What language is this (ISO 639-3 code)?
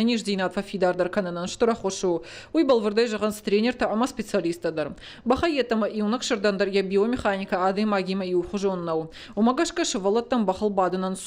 oss